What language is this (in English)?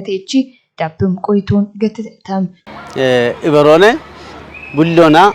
Kafa